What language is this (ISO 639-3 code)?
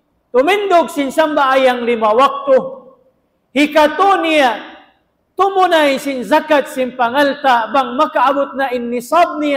tsg